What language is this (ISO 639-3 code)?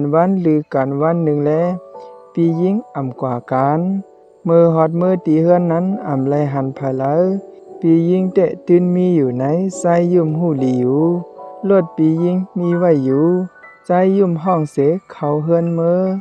shn